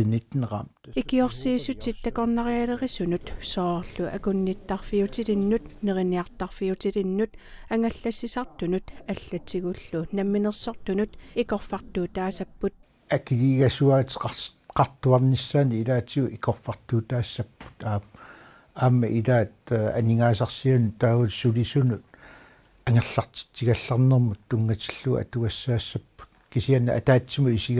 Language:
Kalaallisut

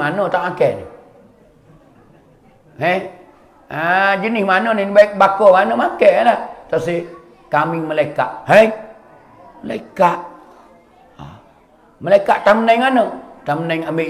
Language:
Malay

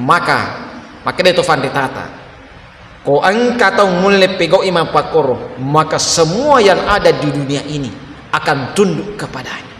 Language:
Buginese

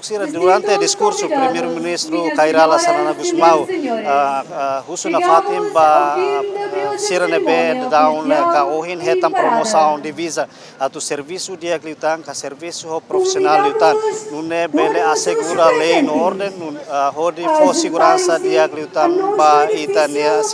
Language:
Tetum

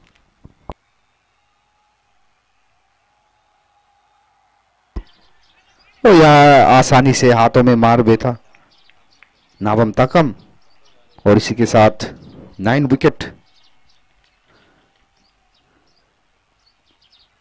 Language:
Hindi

